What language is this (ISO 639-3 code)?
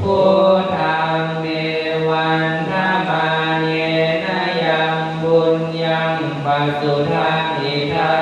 pli